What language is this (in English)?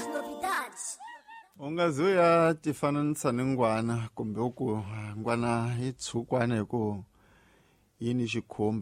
Tsonga